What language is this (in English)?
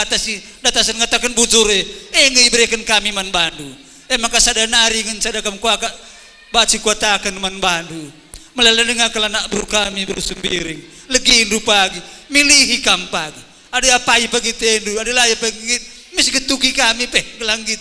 Batak Karo